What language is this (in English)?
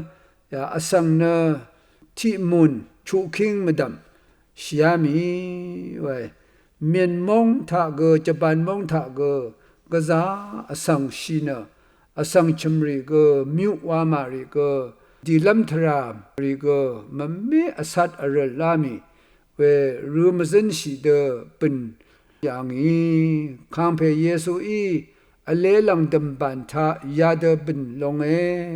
Rawang